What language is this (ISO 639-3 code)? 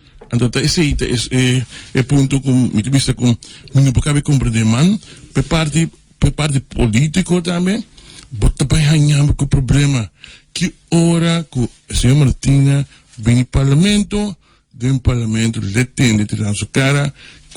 pap